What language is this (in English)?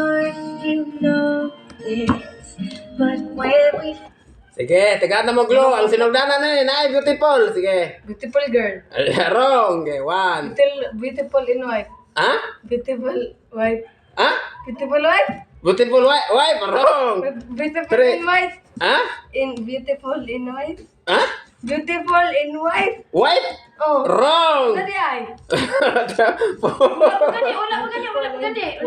Cebuano